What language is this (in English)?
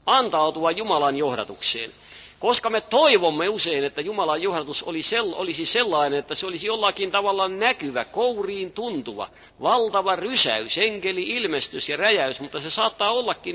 Finnish